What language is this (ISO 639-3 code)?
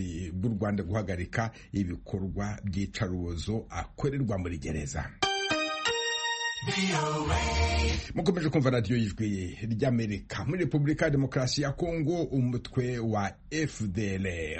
kin